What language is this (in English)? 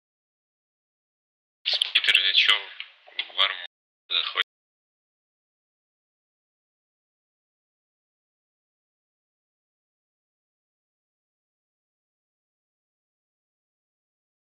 Russian